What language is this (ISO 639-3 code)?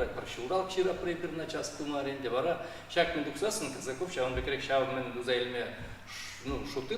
chv